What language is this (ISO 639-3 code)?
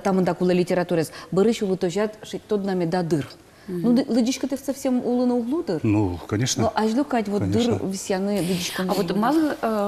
udm